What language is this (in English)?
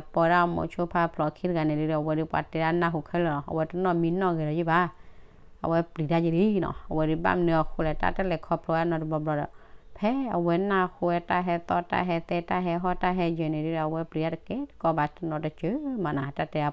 S'gaw Karen